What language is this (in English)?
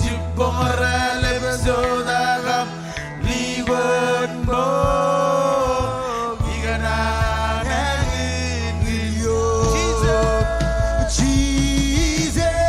Marshallese